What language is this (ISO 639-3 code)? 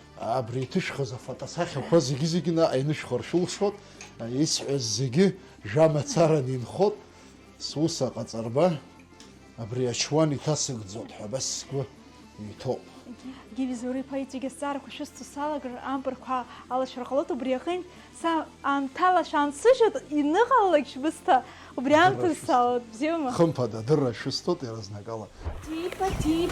abk